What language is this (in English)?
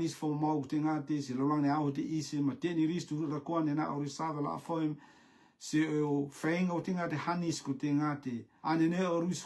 Rotuman